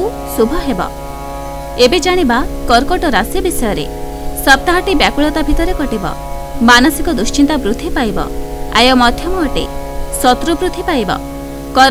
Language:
Odia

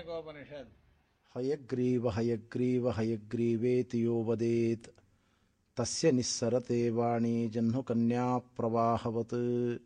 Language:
Sanskrit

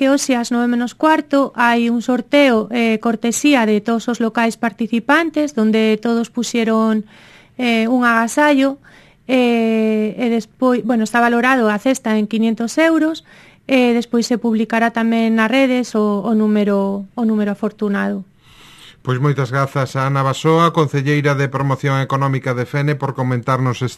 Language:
Galician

